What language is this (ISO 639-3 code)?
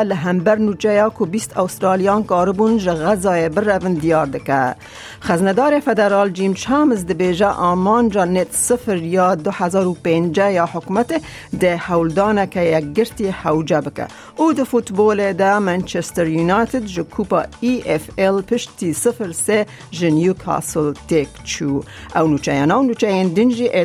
kur